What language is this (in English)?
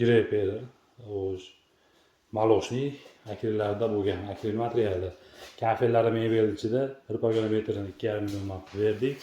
Uzbek